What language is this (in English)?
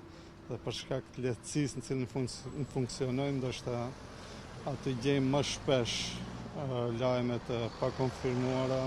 Albanian